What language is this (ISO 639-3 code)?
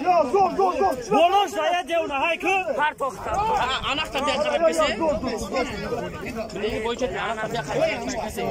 tgk